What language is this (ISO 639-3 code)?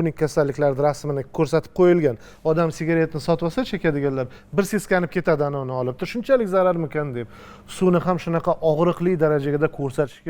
uzb